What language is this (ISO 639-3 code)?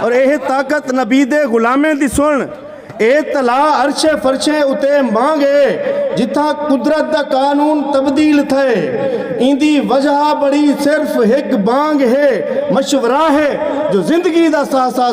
skr